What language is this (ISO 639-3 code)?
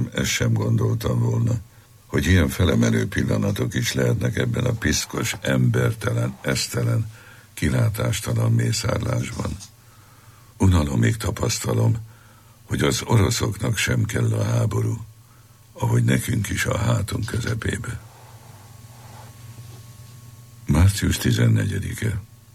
hun